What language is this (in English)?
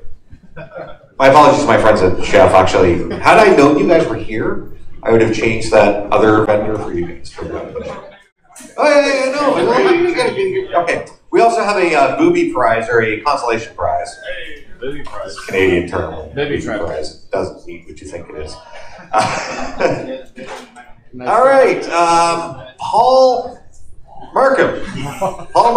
English